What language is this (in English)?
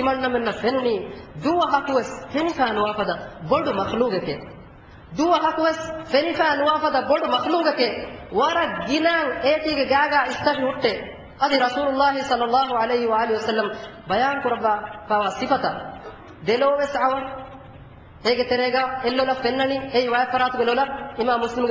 Divehi